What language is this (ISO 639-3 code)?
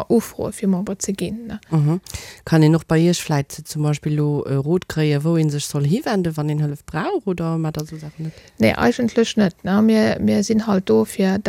ltz